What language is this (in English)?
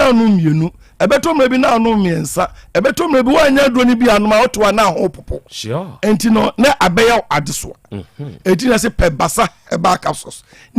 Akan